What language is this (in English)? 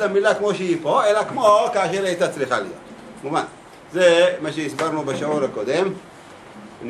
Hebrew